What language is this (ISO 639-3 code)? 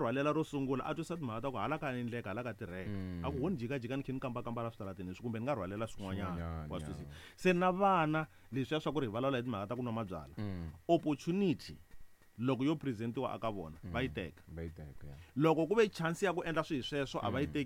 tso